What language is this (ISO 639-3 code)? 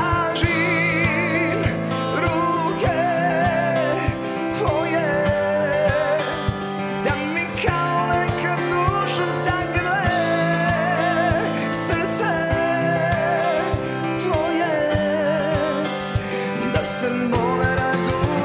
srp